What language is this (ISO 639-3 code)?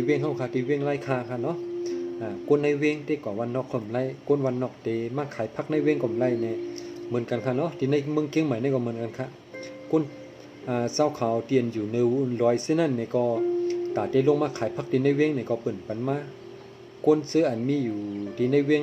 shn